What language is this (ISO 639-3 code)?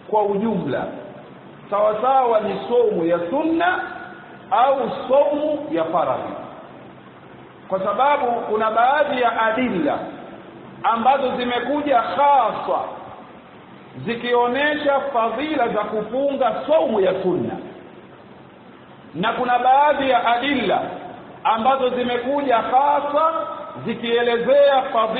swa